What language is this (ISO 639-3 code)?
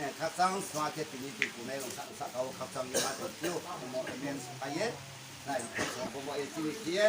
ria